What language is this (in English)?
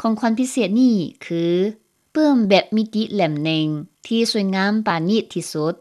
Lao